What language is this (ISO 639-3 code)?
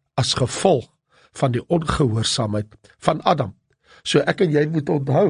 afr